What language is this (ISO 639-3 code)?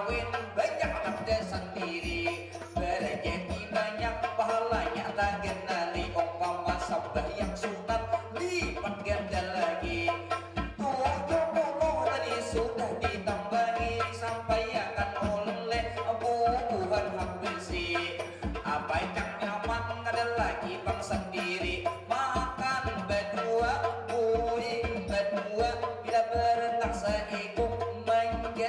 bjn